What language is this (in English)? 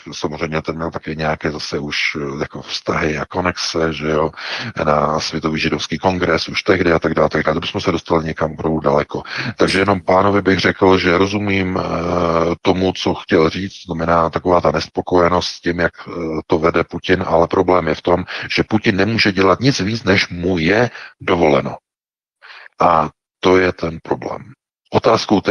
Czech